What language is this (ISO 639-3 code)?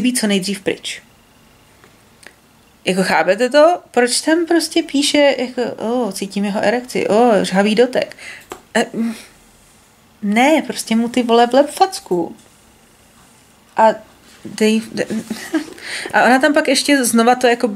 ces